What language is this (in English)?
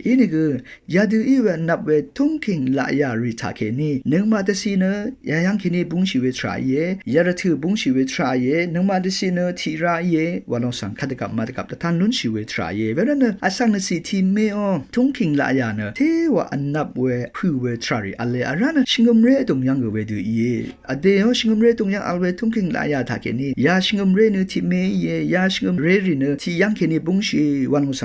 Rawang